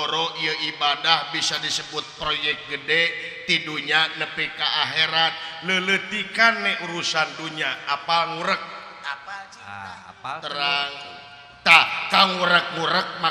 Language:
Sundanese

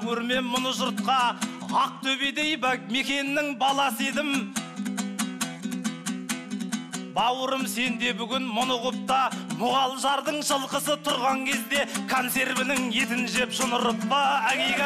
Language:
Kazakh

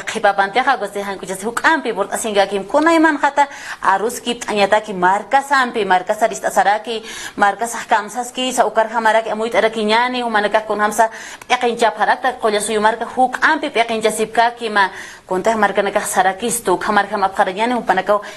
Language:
Aymara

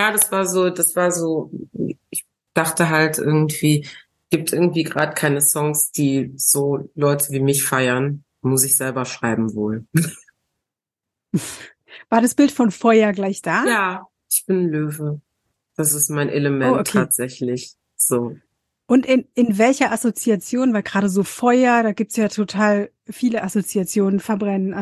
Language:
German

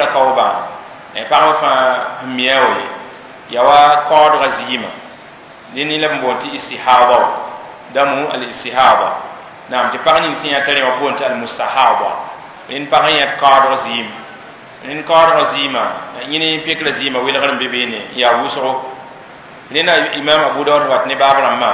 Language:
Mossi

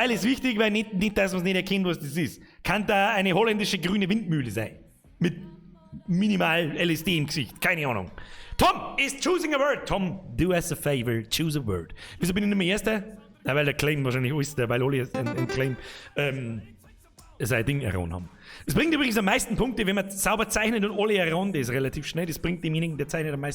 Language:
Bavarian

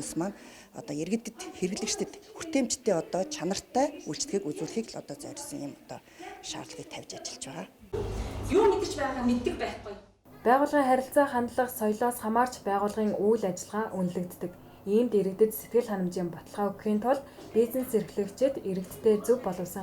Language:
Mongolian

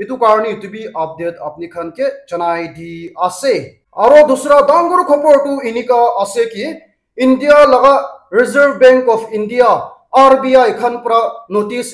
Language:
Naga Pidgin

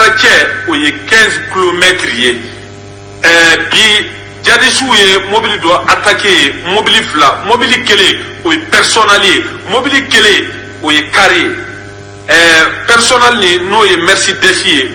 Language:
Bambara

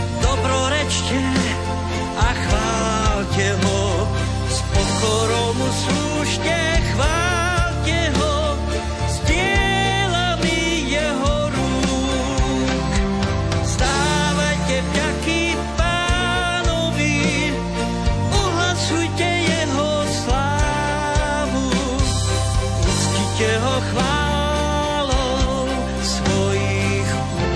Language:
Slovak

